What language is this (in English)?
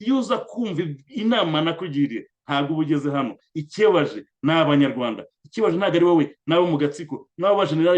Kinyarwanda